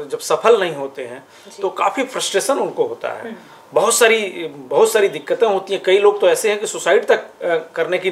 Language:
Hindi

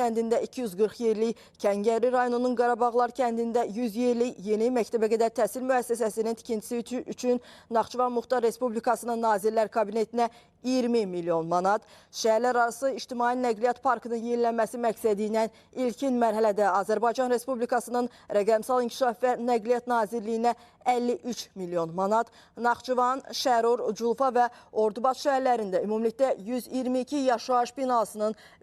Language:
Azerbaijani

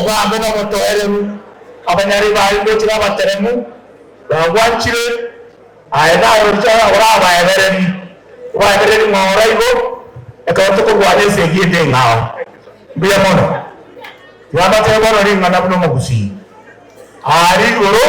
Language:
Gusii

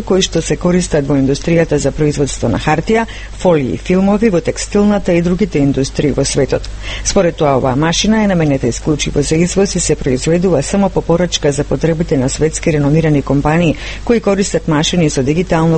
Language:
Macedonian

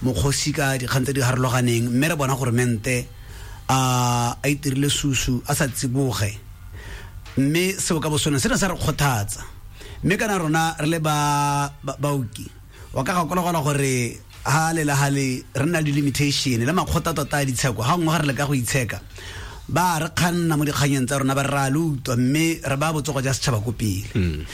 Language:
Tswana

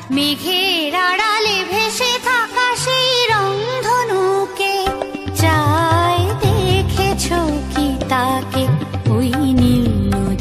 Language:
Bangla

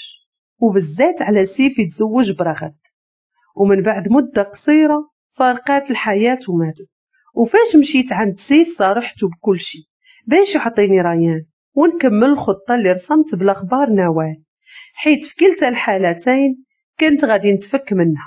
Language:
Moroccan Arabic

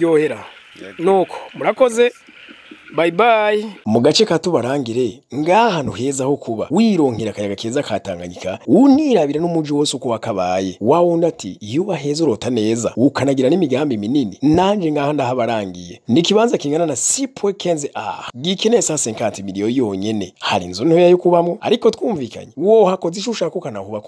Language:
Rundi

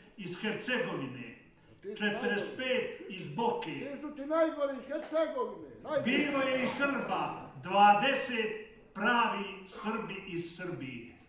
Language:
Croatian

